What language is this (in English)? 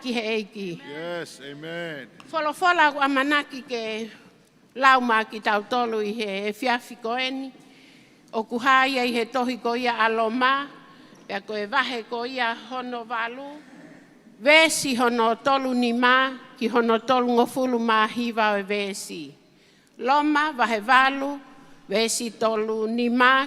Tongan